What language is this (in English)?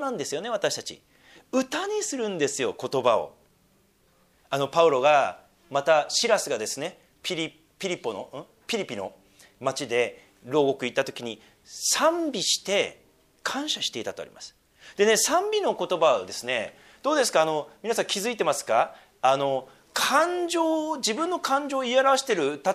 Japanese